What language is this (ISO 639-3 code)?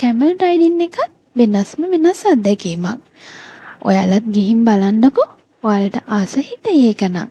sin